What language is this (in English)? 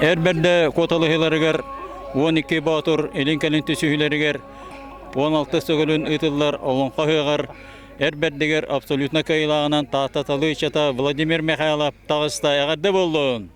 Yakut